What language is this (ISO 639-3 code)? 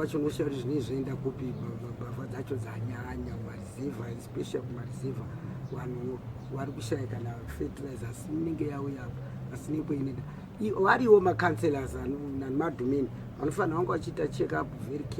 sna